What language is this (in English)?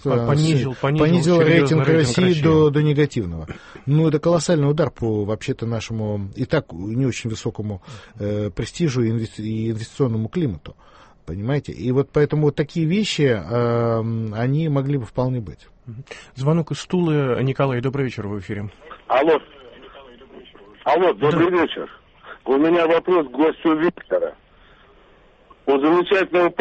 Russian